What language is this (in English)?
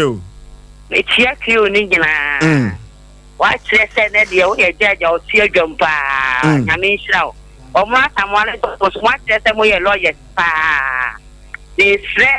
Akan